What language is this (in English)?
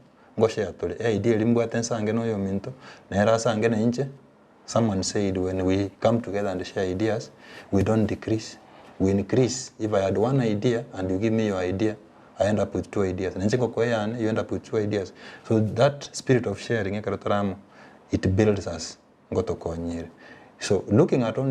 Gusii